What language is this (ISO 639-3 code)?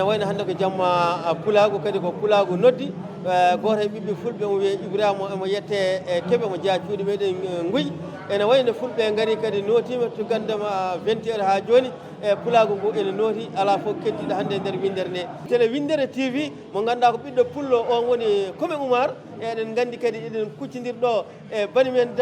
ful